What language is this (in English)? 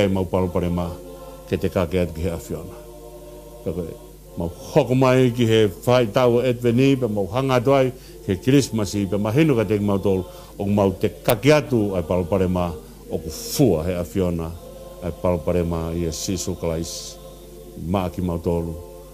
Tongan